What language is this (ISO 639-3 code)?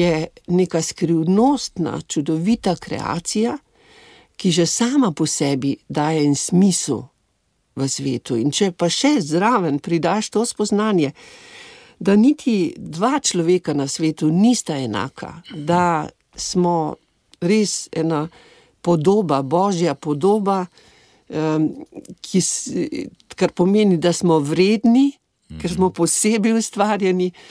slv